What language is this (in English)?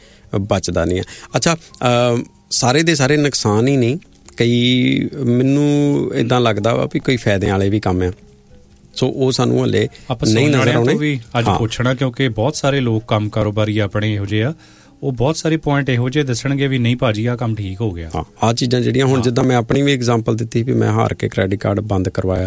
Punjabi